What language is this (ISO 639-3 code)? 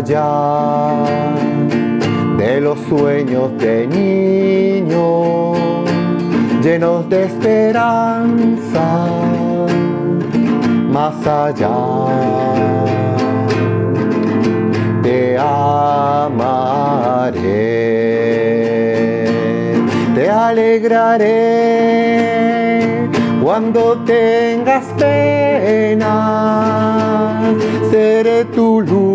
spa